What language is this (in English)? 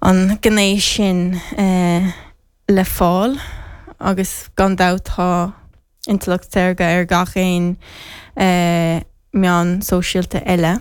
Irish